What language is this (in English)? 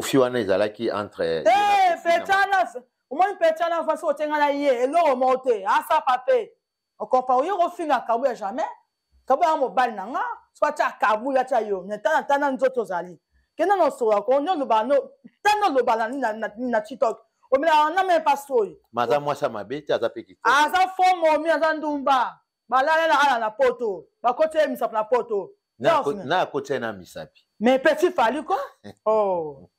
Lingala